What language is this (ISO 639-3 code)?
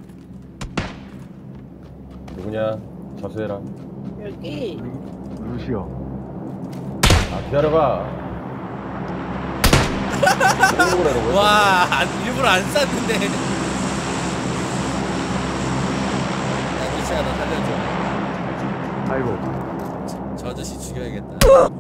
kor